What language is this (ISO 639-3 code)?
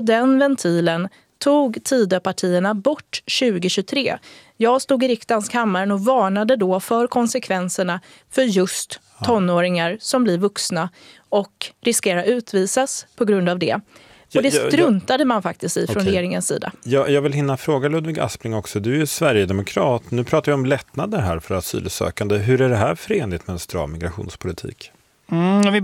swe